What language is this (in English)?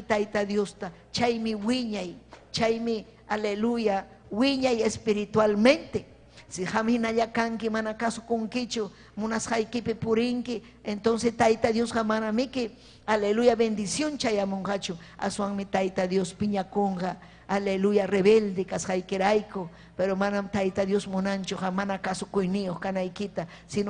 Ayacucho Quechua